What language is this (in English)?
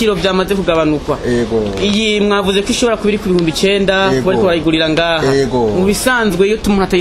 Rundi